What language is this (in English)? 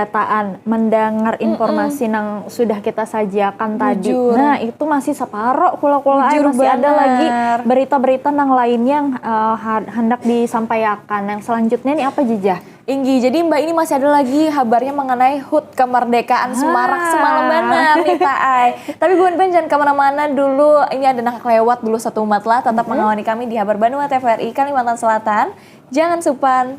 Banjar